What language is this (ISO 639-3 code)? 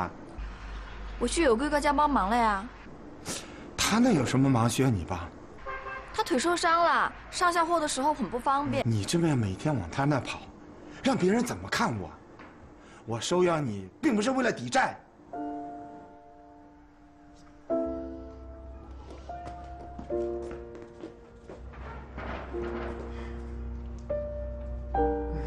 zho